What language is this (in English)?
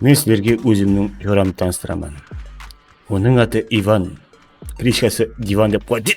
Kara-Kalpak